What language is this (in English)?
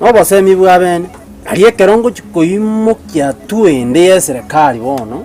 Gusii